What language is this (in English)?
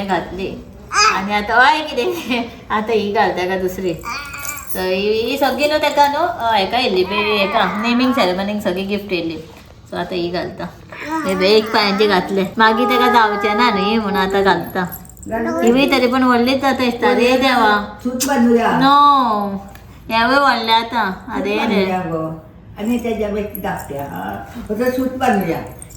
Konkani